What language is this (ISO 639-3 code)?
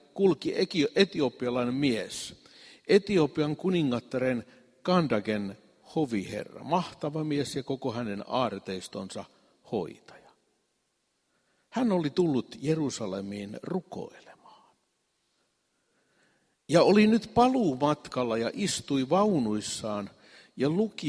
fin